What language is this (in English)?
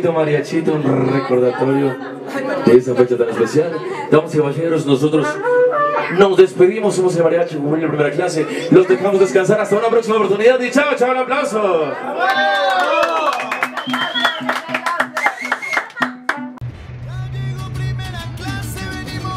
Spanish